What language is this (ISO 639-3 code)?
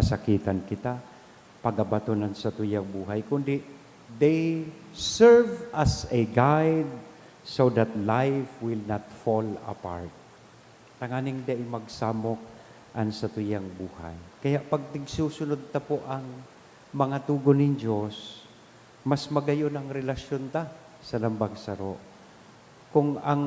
bik